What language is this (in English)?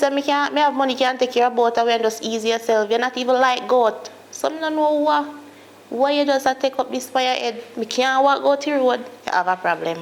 Jamaican Creole English